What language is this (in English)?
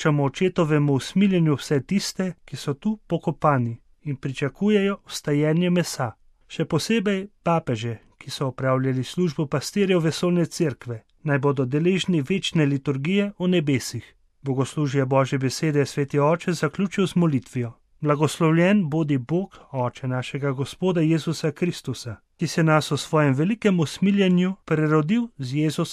Slovenian